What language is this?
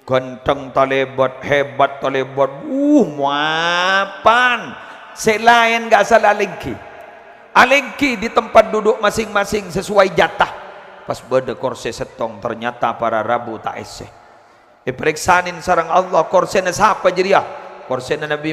Madurese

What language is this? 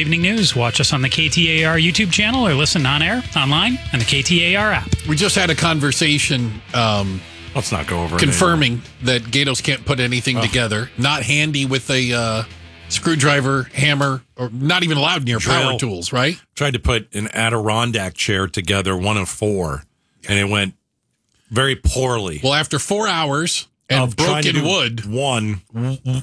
English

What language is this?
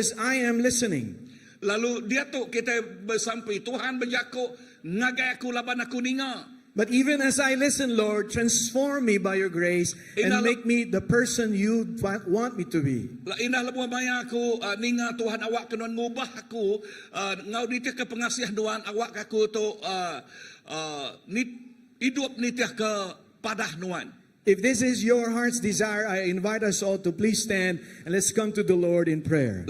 Iban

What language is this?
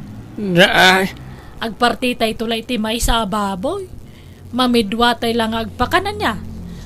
Iloko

